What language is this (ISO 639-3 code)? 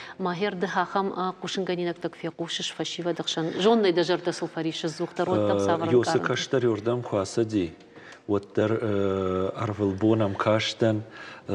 oss